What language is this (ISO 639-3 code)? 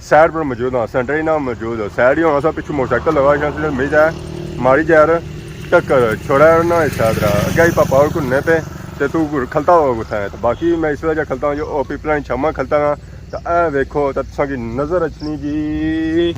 phr